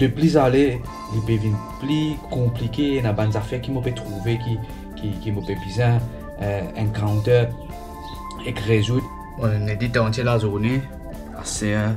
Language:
Morisyen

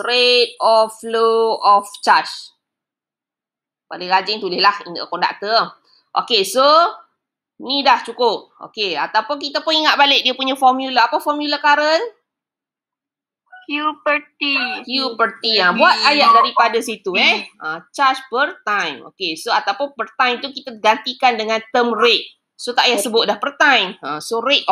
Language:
Malay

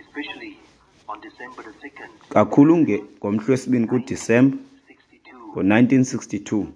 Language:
Xhosa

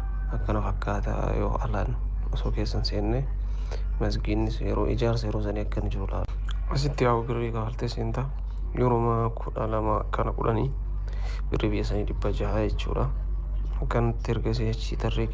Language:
Oromo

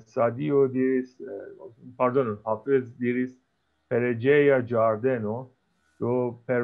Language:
Esperanto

